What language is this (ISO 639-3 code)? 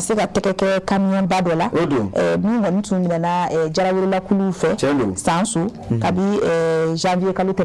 bam